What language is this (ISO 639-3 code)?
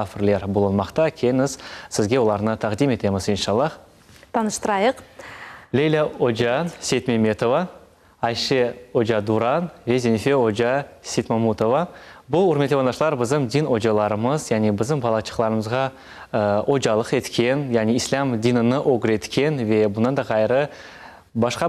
crh